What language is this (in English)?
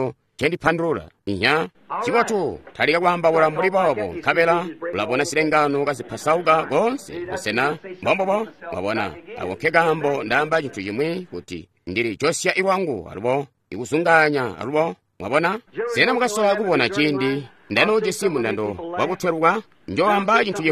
Tonga (Zambia)